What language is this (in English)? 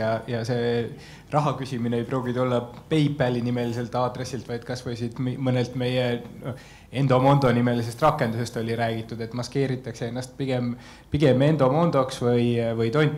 Estonian